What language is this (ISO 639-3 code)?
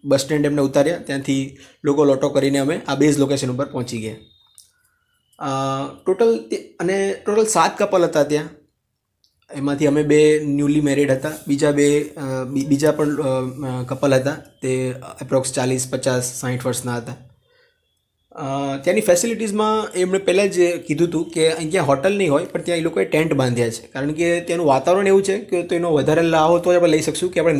guj